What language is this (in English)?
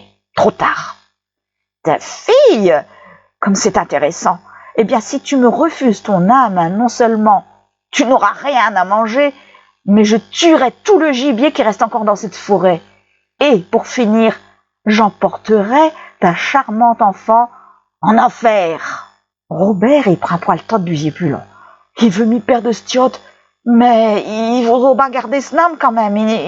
Picard